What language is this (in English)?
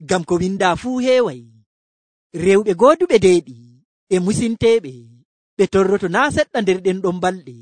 Nigerian Fulfulde